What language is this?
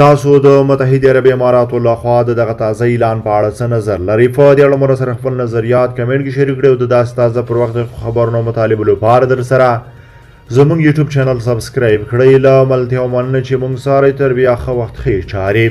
Pashto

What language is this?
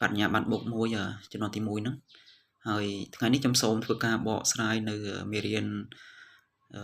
Khmer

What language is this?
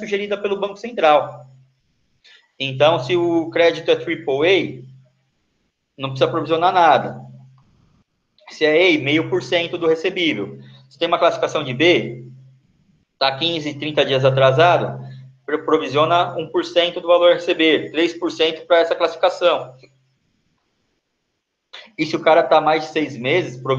Portuguese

